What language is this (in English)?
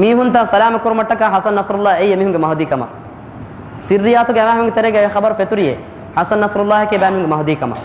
Divehi